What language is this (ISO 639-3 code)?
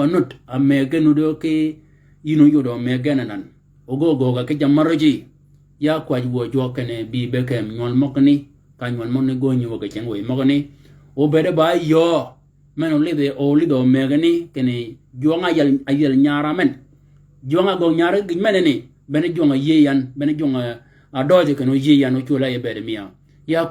shk